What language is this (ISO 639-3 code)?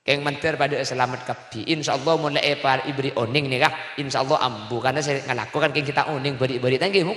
mad